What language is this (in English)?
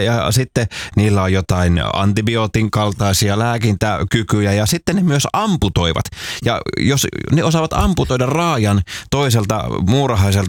Finnish